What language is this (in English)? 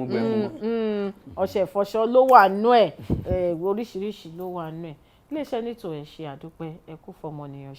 Yoruba